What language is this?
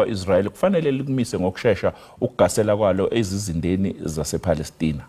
Zulu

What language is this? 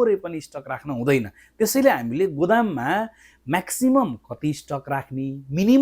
Nepali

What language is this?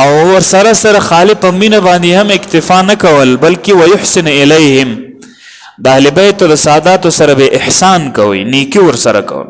Pashto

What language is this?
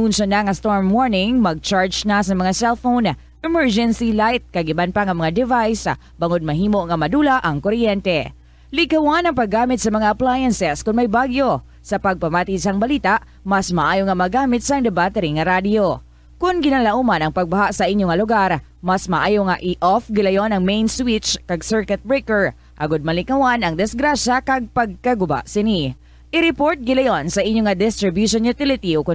Hiligaynon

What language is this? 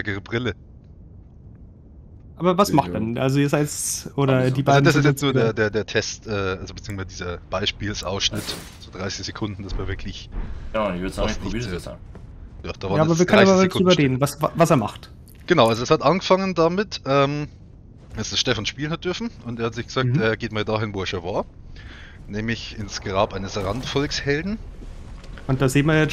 German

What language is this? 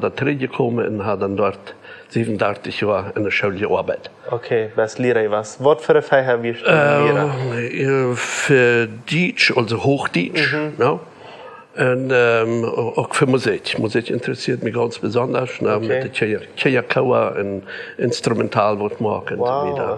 Plautdietsch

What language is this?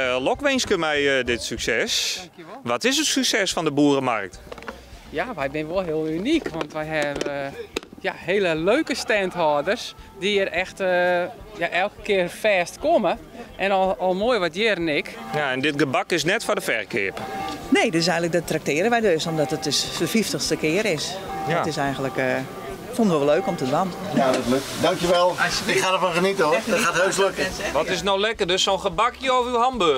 Western Frisian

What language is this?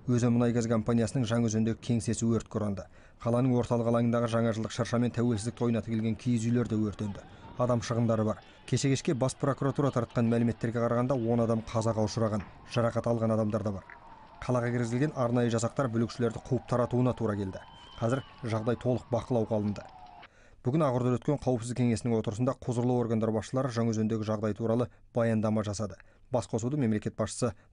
Kazakh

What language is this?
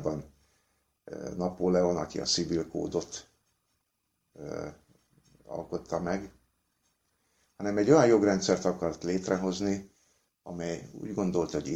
Hungarian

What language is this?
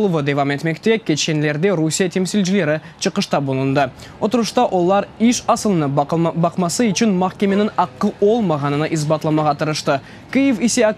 Crimean Tatar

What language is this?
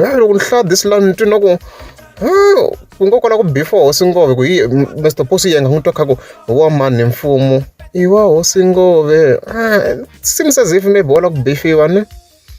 Tsonga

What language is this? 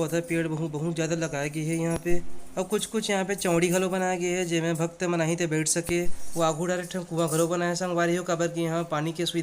Chhattisgarhi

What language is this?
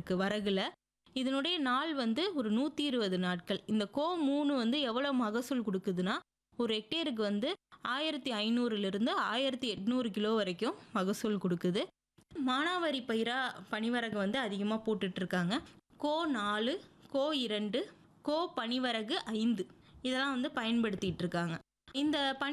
Tamil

